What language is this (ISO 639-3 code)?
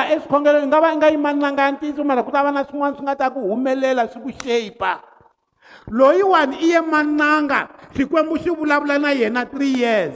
tso